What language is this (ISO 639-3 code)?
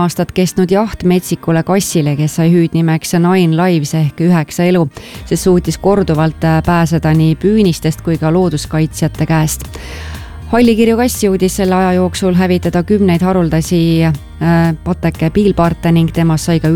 est